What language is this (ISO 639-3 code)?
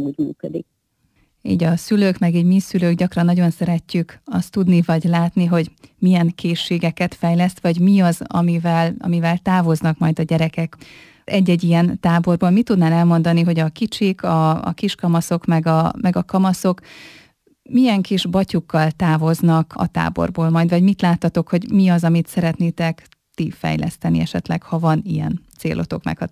hun